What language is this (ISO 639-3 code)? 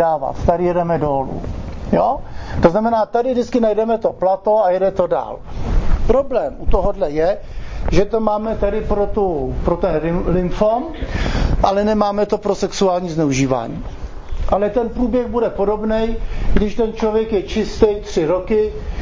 ces